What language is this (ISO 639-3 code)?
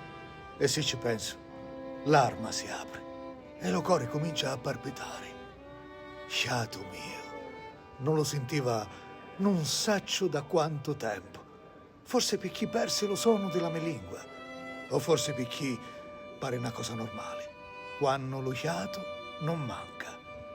scn